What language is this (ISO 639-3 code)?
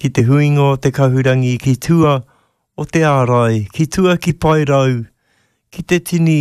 mri